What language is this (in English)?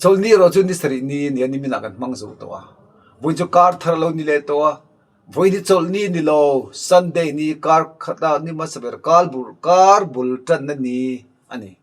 Mizo